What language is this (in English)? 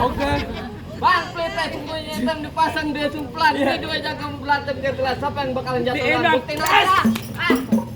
Betawi